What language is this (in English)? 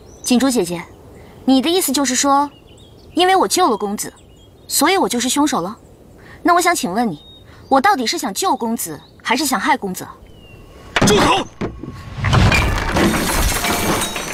Chinese